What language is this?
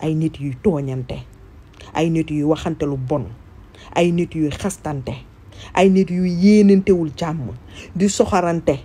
Wolof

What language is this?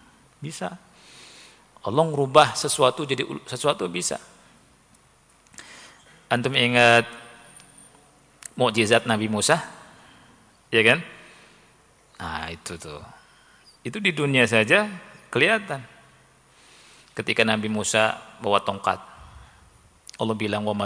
Indonesian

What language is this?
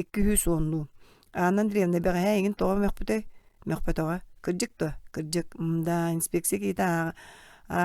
Yakut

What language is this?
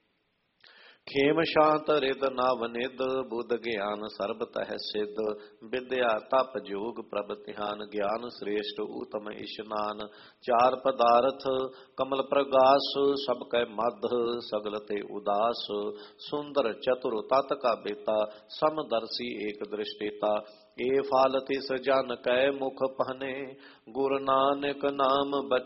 Punjabi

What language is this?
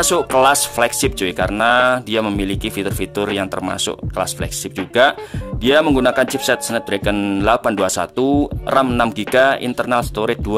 Indonesian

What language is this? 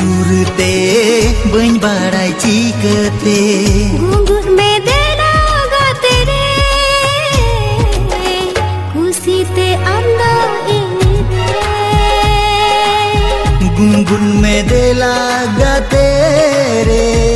Santali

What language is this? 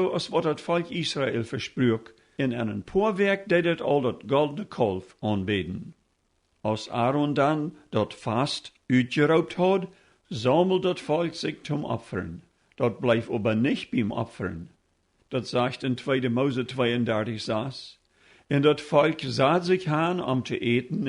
Plautdietsch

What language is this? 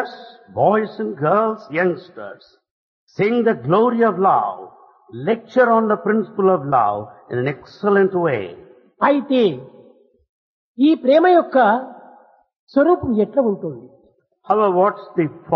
Telugu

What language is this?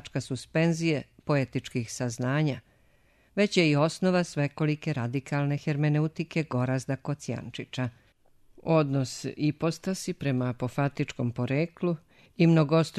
Serbian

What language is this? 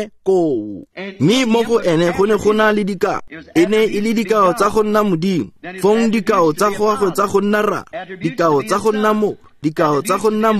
Tswana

